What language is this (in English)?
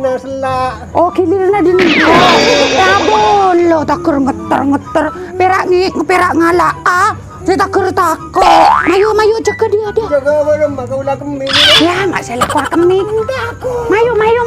Madurese